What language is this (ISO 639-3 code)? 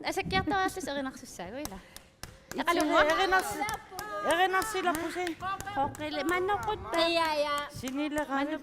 kal